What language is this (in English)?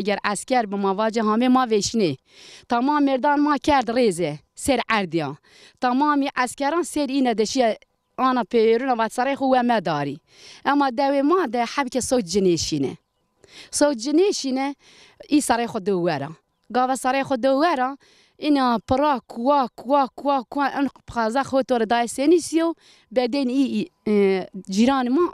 Zaza